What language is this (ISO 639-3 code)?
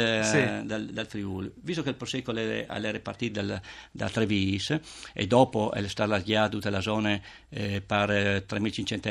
fur